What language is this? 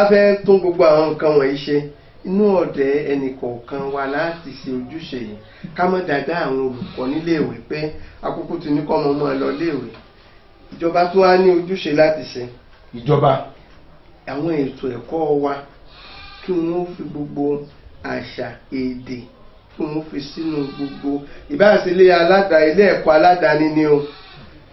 Yoruba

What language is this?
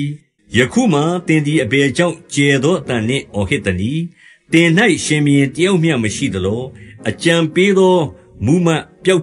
Burmese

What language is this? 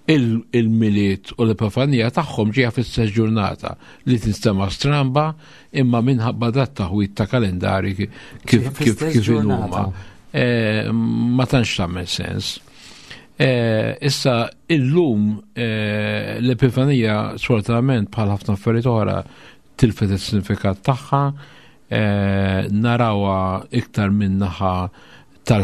Maltese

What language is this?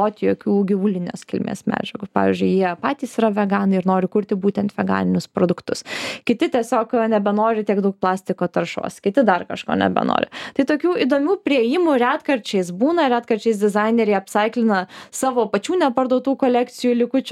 Lithuanian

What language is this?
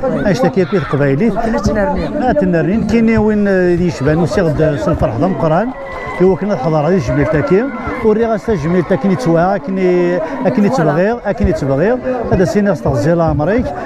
Kabyle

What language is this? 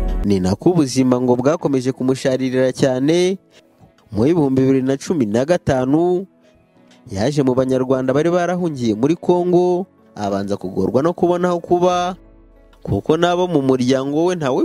Kinyarwanda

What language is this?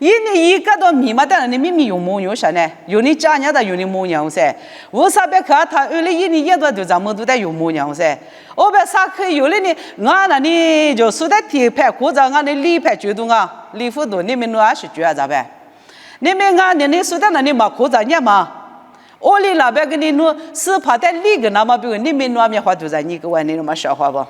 Lisu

